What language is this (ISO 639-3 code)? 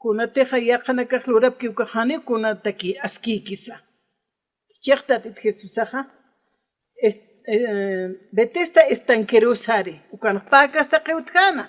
aym